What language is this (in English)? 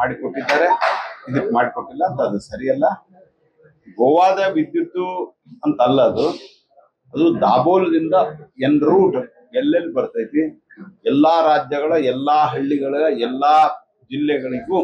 Kannada